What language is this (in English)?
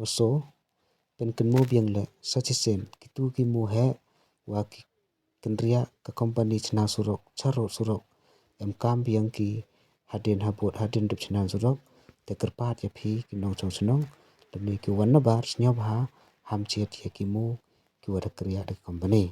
Pnar